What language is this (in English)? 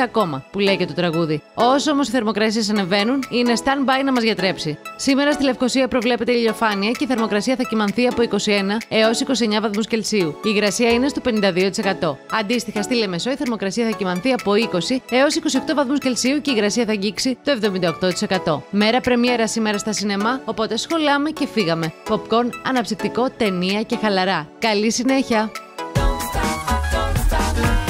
Greek